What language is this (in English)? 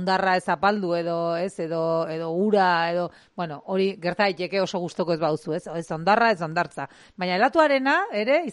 Basque